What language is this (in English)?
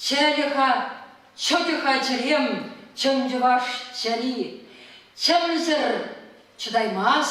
Chuvash